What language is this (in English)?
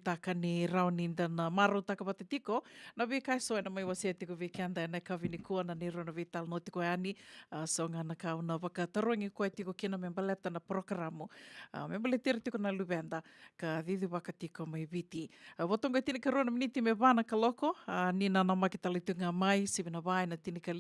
Fijian